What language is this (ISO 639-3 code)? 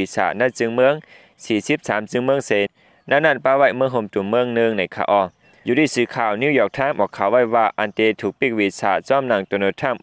lao